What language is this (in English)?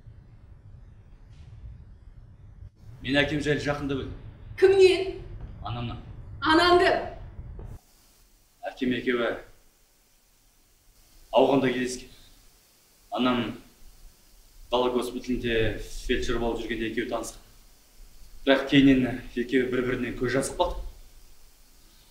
Kazakh